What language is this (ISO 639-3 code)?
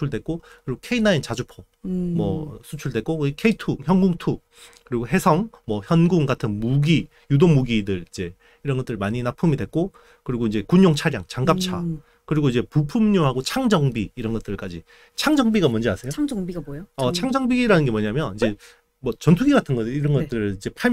kor